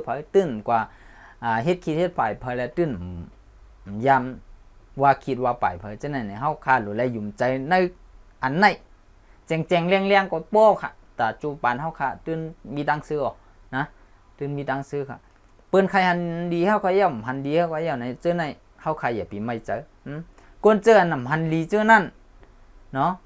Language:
Shan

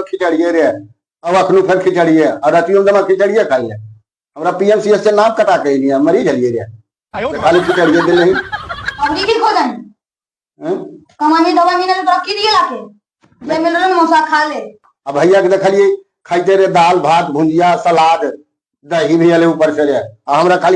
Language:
Magahi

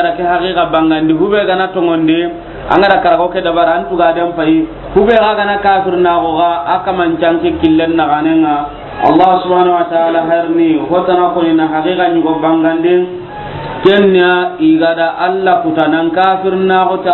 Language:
Soninke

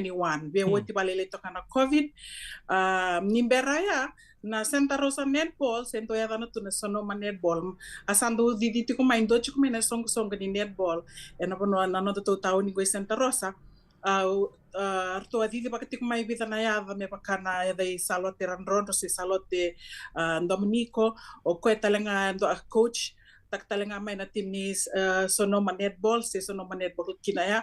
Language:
Fijian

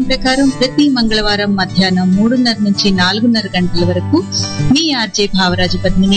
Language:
Telugu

